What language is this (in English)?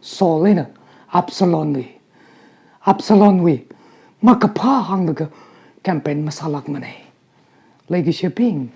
Tangkhul Naga (India)